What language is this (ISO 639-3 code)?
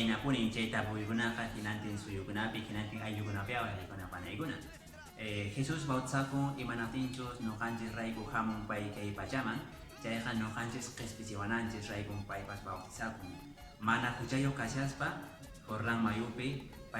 que